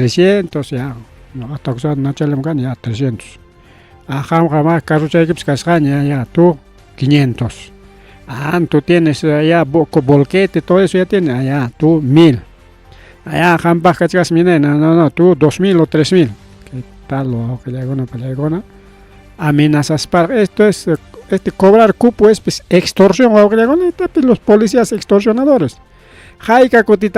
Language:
Ayacucho Quechua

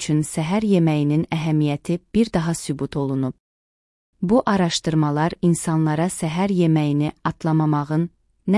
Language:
Azerbaijani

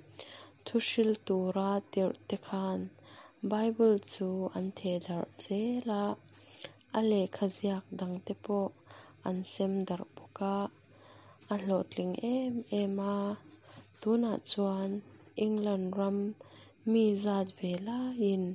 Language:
Mizo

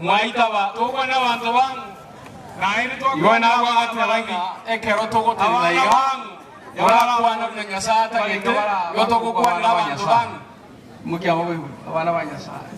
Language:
Gusii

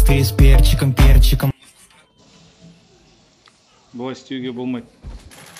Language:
Kazakh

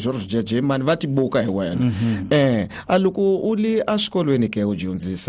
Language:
Tsonga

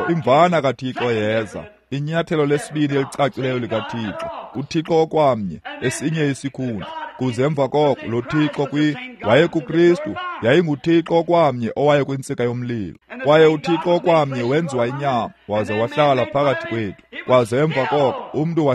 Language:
Xhosa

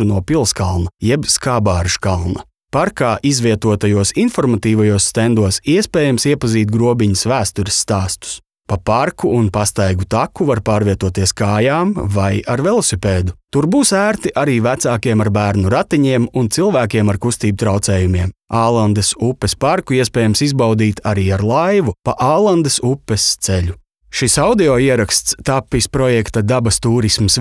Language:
Latvian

